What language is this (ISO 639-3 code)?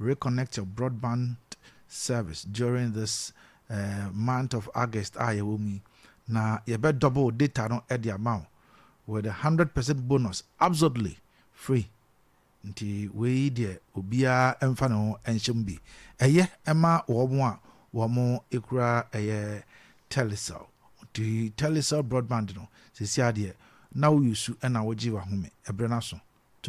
aka